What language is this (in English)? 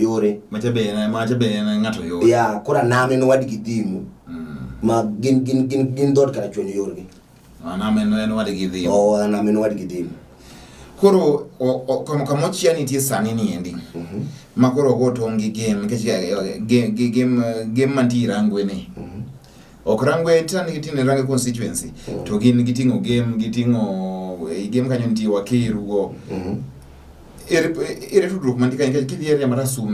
Luo (Kenya and Tanzania)